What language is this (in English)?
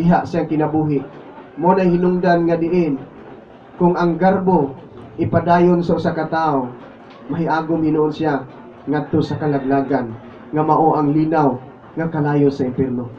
Cebuano